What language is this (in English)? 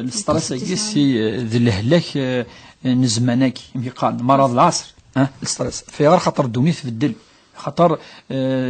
Kabyle